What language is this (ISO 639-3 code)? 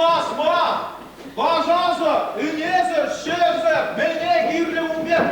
chv